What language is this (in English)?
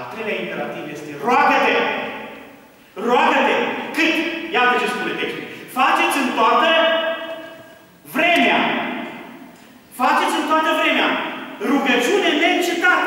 Romanian